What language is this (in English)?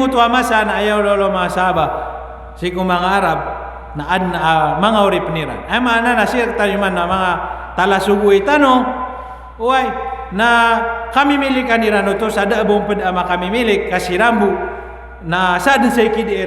Maranao